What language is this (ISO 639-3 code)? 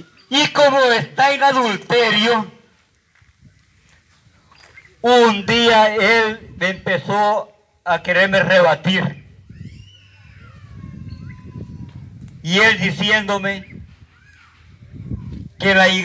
spa